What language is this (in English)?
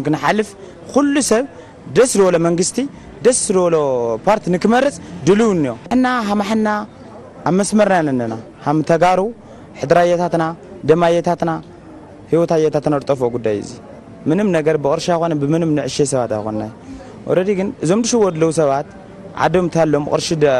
Tigrinya